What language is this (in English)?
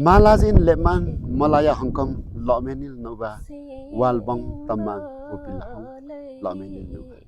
Limbu